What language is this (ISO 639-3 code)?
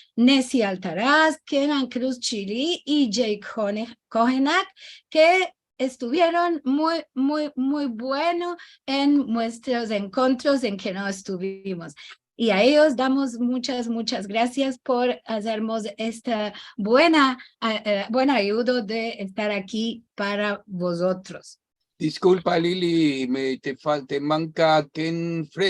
lad